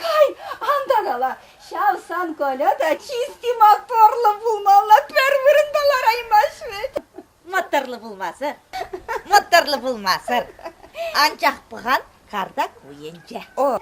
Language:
Chuvash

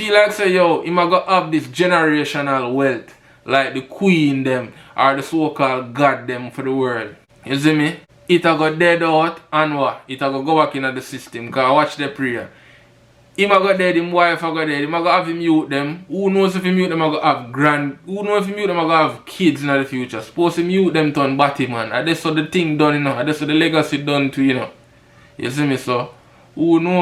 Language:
Jamaican Creole English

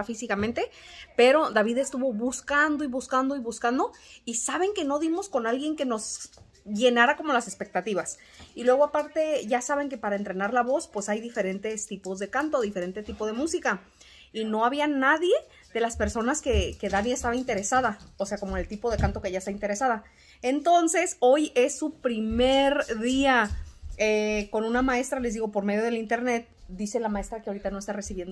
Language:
Spanish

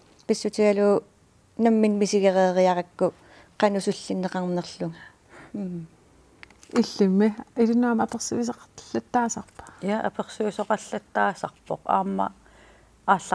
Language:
Kalaallisut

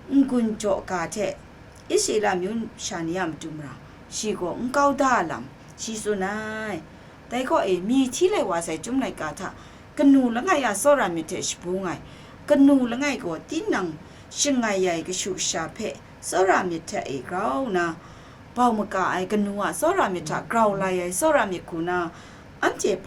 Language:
Kachin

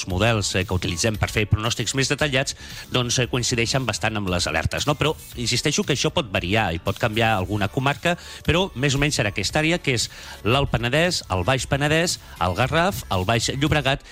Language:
Catalan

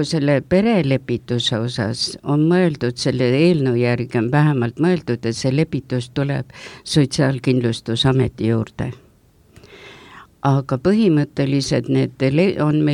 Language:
Estonian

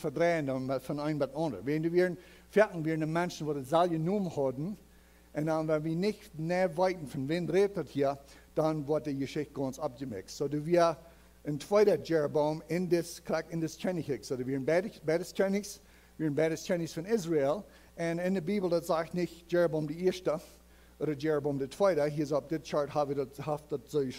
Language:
Plautdietsch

